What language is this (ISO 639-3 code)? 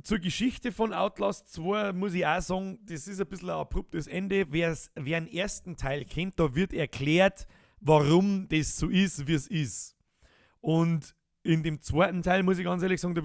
bar